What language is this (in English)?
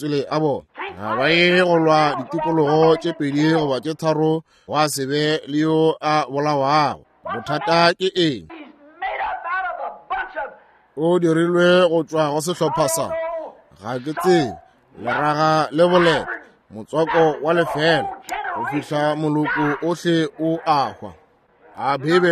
Northern Sotho